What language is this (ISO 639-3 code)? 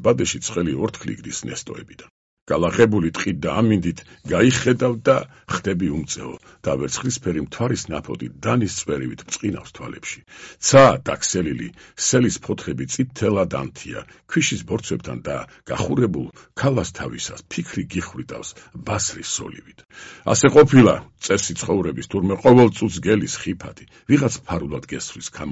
kat